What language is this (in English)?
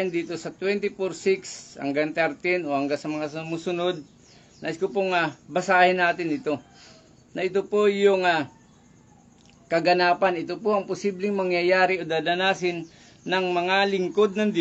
Filipino